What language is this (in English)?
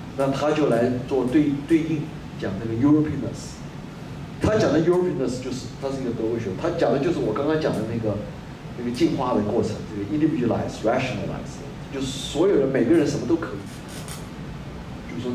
Chinese